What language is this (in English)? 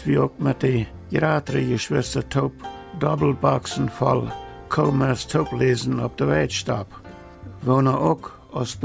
Plautdietsch